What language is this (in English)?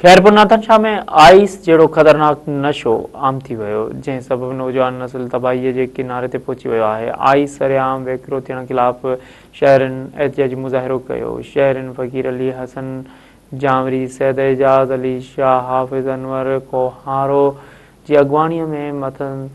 Sindhi